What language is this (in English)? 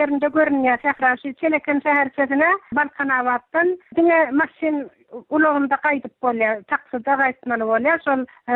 Turkmen